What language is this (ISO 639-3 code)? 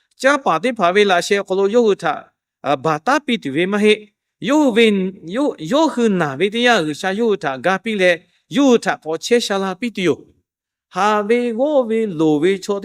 lhu